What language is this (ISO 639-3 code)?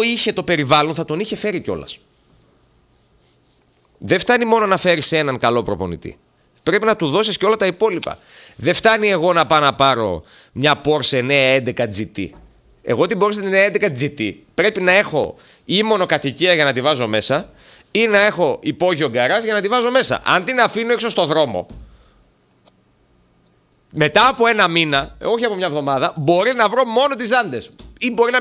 ell